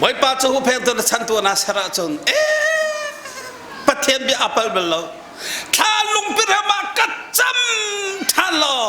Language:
Hakha Chin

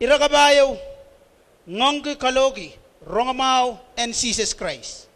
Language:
Pohnpeian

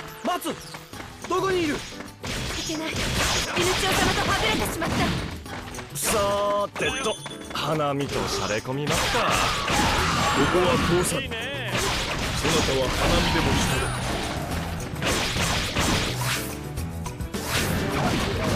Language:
Japanese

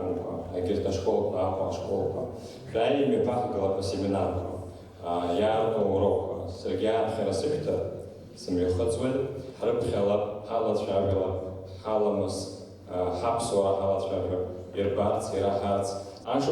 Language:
Abkhazian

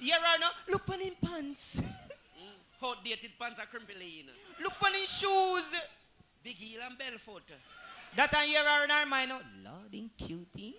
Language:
Jamaican Creole English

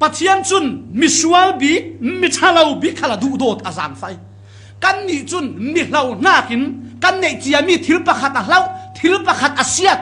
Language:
Falam Chin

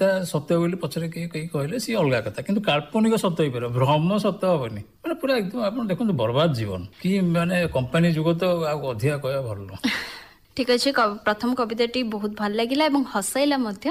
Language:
Odia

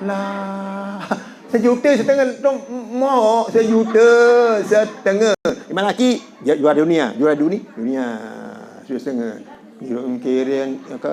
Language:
Sasak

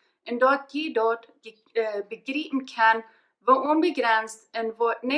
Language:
Plautdietsch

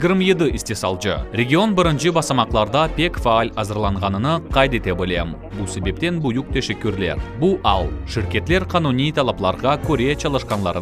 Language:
Crimean Tatar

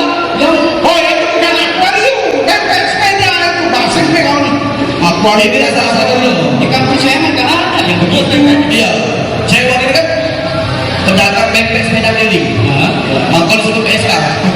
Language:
Musi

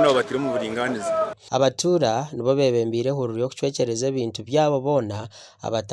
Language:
Nyankole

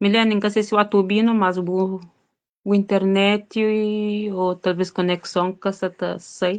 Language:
Kabuverdianu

